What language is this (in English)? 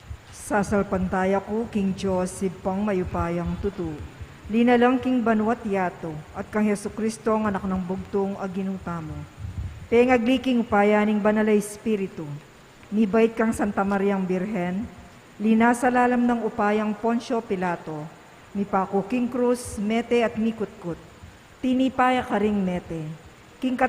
Pampanga